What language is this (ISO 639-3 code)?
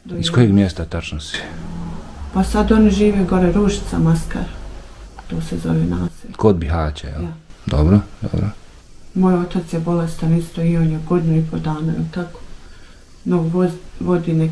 bos